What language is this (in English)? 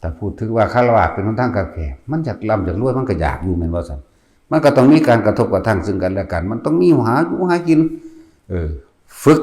Northeastern Thai